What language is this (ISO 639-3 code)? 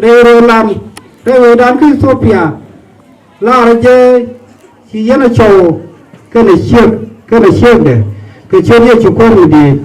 nus